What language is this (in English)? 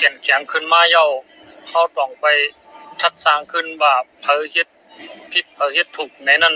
Shan